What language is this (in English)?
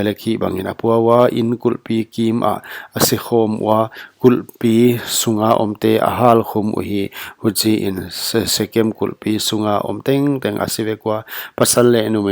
Paite Chin